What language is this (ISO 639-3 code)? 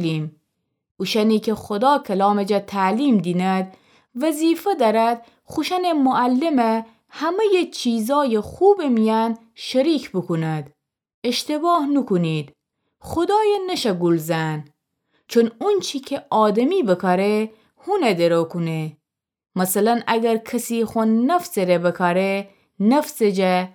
glk